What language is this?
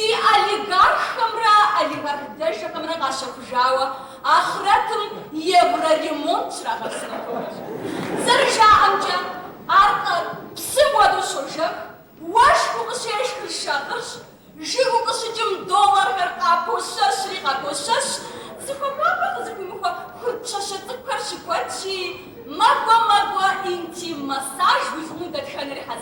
Kabardian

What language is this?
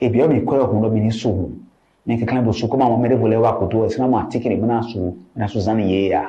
Fon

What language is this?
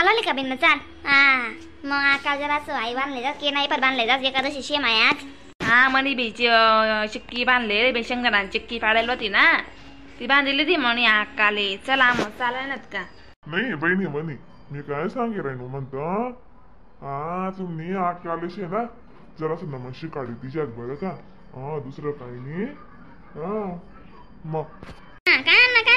Khandesi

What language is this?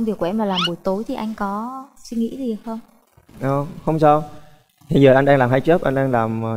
Vietnamese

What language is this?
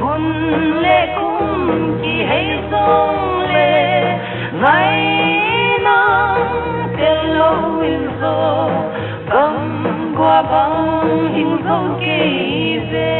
Paite Chin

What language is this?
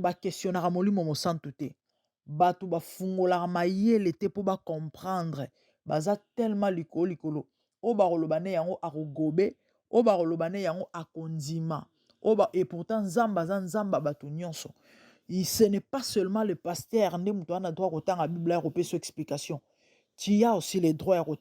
Lingala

